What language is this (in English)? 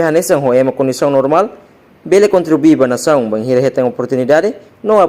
Tetum